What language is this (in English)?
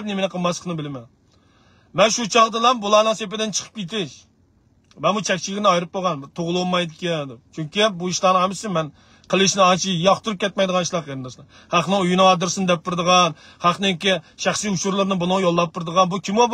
Uyghur